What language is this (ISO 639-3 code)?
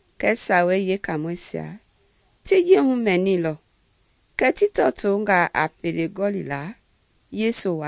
men